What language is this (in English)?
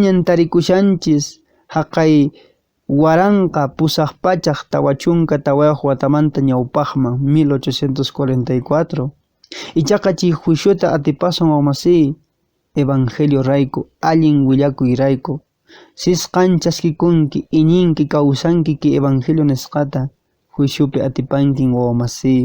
Quechua